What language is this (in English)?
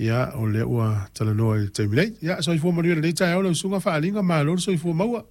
Samoan